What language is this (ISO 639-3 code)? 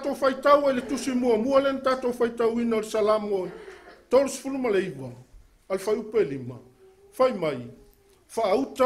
smo